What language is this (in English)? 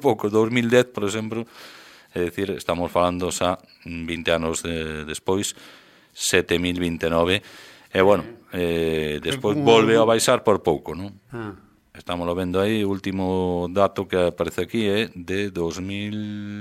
Galician